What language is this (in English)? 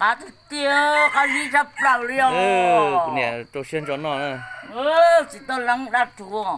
Hmong